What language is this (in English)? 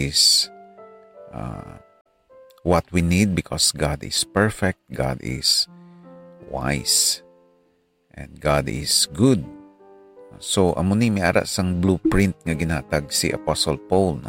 Hiligaynon